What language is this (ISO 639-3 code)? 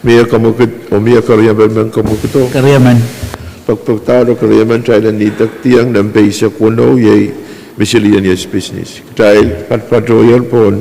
pon